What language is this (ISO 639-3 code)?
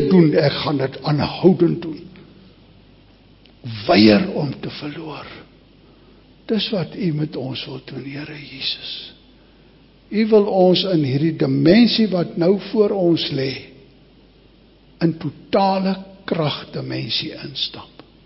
afr